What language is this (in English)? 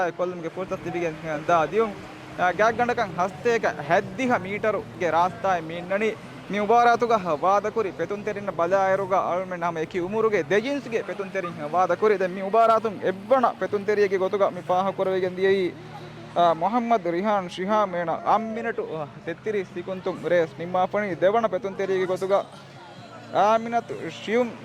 Divehi